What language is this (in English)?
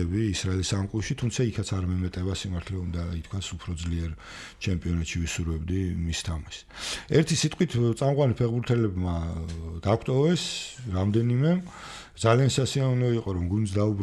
Georgian